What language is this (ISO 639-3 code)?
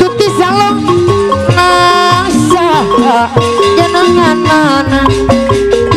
sun